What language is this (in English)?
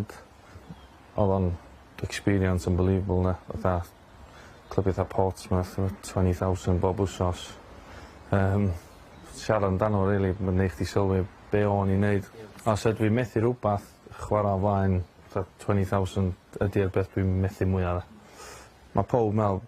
Welsh